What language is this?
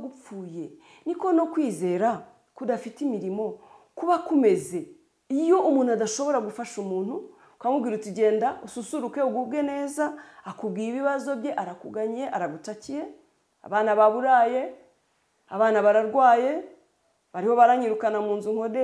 Kinyarwanda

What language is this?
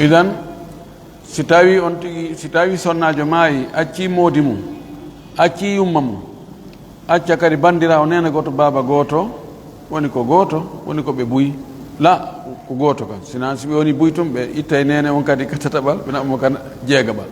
Pular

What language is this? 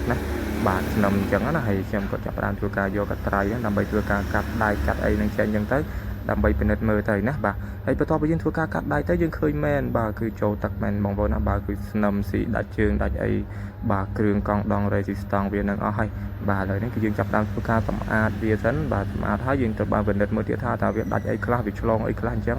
Khmer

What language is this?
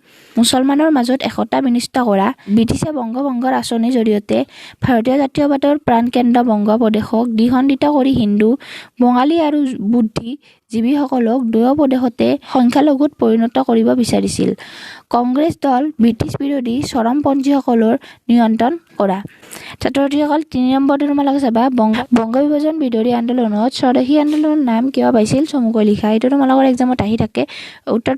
Assamese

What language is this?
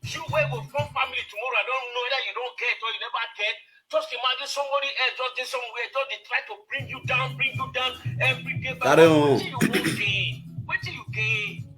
Nigerian Pidgin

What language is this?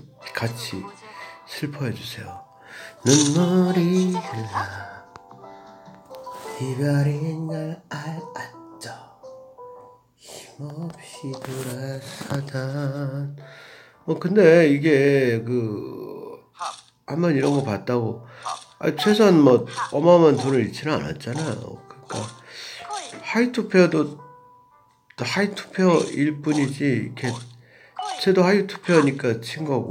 Korean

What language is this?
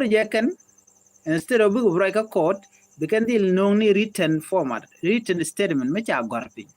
Nuer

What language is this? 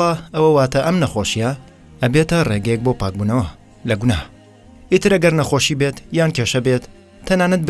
Central Kurdish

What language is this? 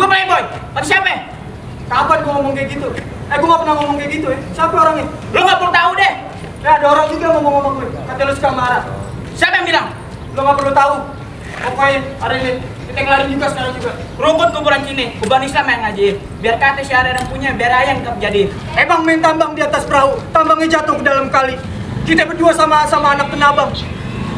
Betawi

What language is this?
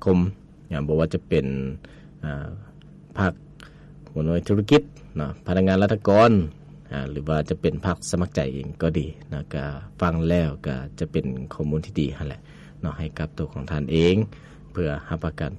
Lao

